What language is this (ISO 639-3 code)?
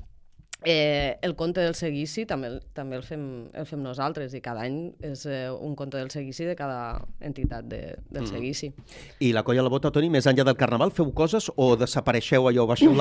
cat